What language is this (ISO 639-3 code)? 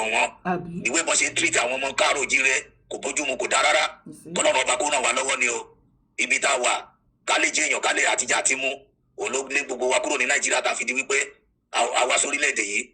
yor